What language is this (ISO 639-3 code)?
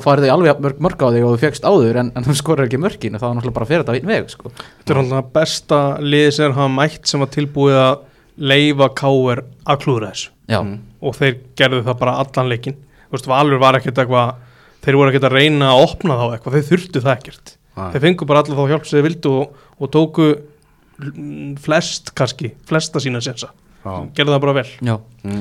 isl